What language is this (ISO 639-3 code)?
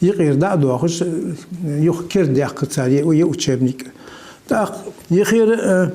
inh